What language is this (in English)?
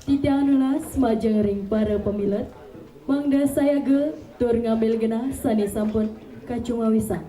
Balinese